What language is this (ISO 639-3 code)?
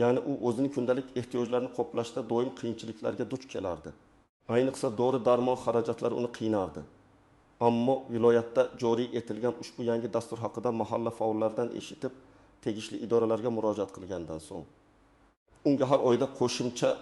uzb